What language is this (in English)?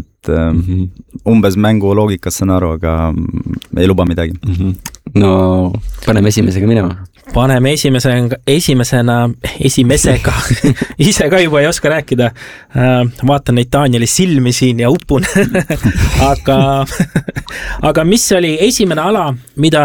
Estonian